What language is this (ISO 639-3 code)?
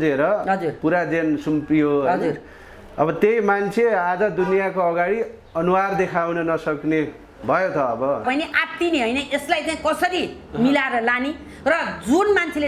nep